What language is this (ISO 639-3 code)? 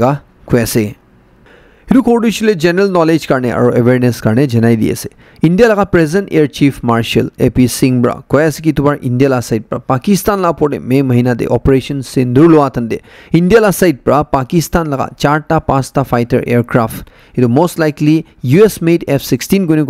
nag